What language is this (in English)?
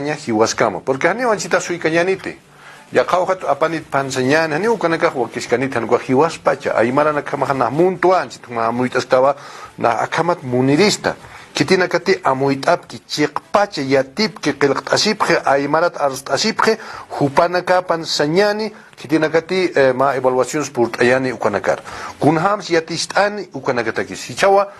Aymara